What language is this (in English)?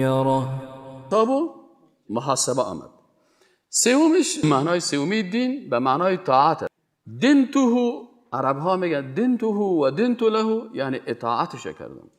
Persian